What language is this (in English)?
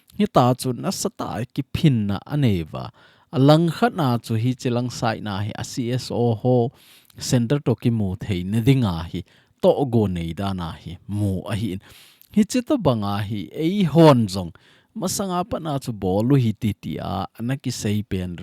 Thado Chin